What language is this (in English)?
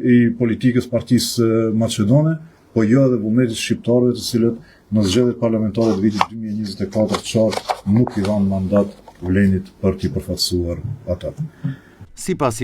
Albanian